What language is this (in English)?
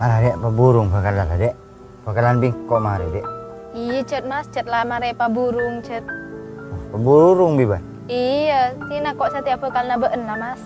Madurese